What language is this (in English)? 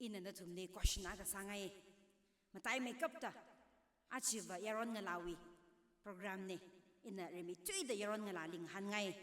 Tangkhul Naga (India)